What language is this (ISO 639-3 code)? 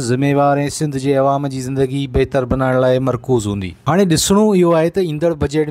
snd